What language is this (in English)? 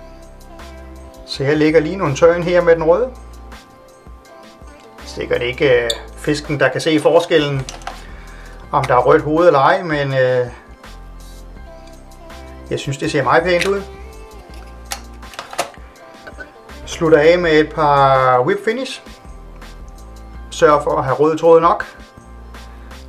Danish